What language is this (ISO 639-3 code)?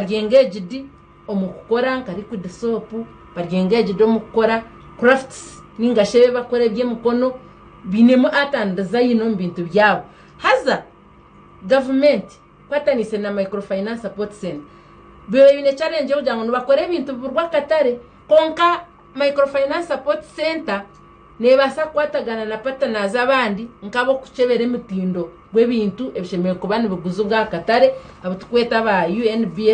nyn